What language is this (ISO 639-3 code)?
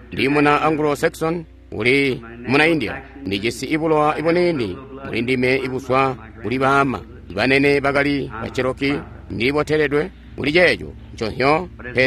toi